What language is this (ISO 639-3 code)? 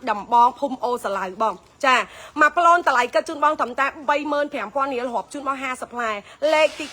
khm